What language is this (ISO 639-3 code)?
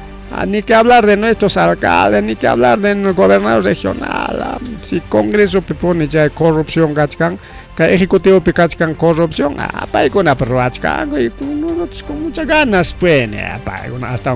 quy